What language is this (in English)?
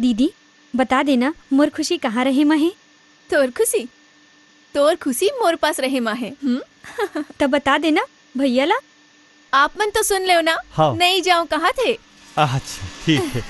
Chhattisgarhi